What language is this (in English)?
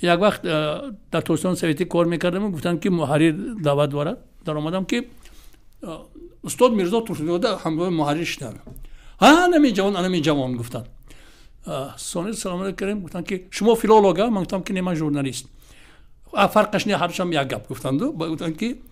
Tajik